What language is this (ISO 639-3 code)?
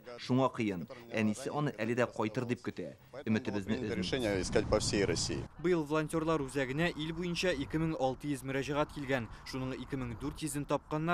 tat